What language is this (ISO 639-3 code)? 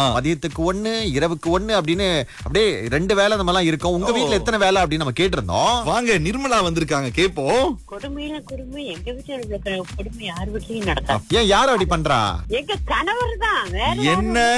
tam